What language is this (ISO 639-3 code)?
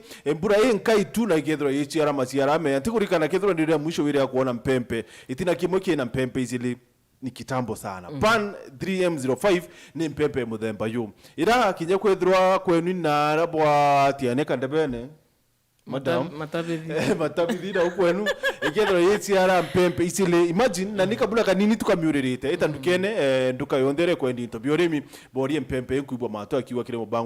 mer